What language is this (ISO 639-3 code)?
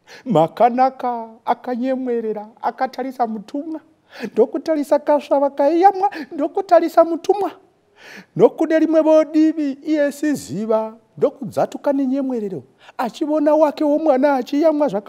sna